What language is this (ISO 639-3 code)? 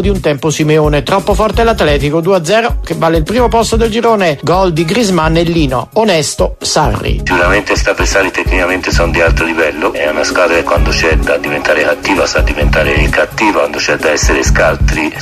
ita